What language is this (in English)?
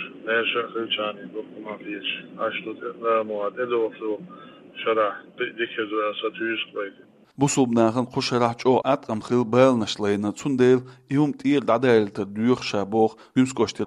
Chechen